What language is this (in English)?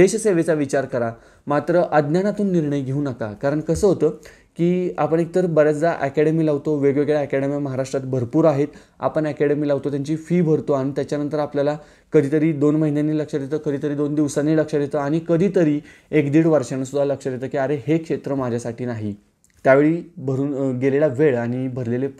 Marathi